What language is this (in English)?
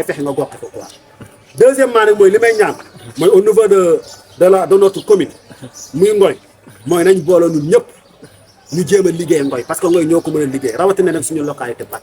Wolof